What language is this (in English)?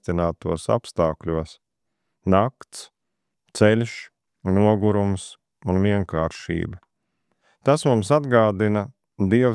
Latvian